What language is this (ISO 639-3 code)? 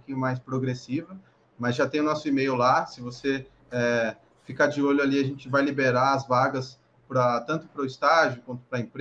por